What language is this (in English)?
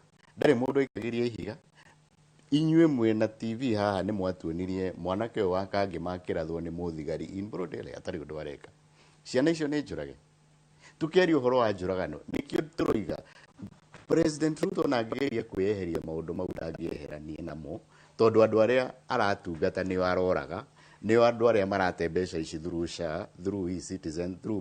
Kikuyu